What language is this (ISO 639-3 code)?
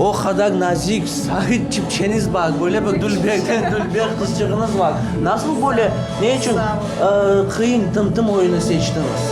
crh